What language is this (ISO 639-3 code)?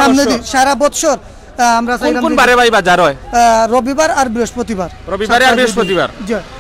syl